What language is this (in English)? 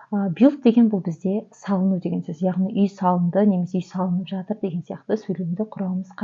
Kazakh